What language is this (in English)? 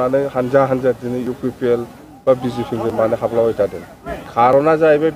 Bodo